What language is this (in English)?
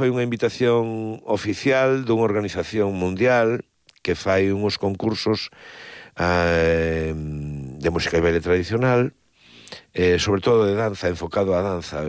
Galician